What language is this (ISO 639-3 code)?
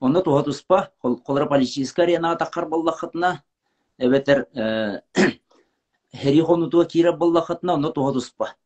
sah